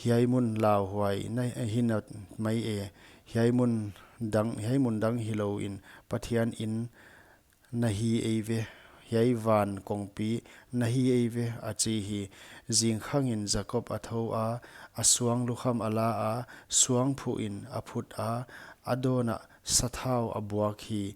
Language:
Paite Chin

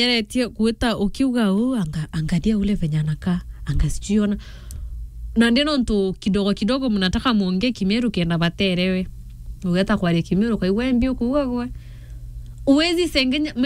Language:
Meru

